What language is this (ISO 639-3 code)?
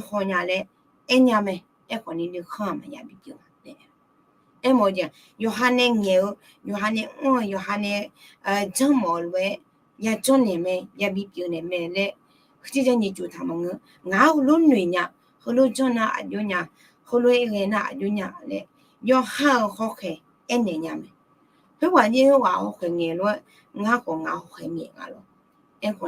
ahk